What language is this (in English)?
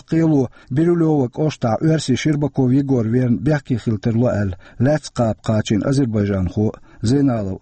Chechen